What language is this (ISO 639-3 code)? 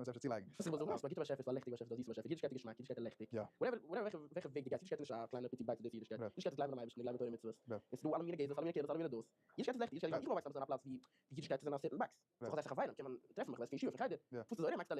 yid